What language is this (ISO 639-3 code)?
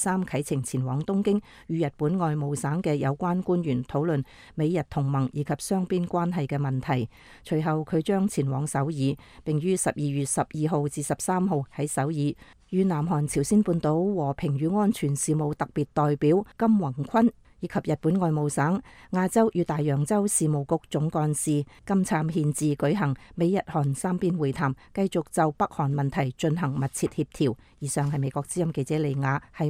yue